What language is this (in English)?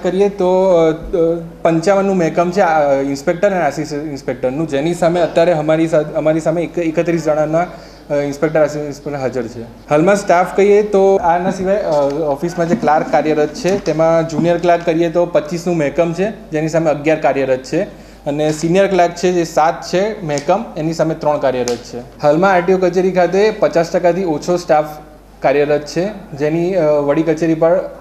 Gujarati